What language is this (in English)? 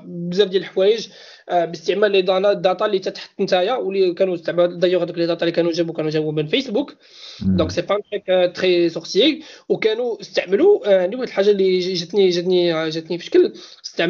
Moroccan Arabic